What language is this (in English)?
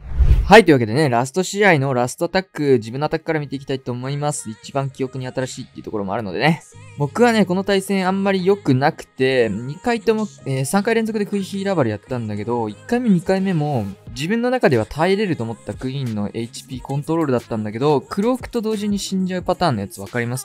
Japanese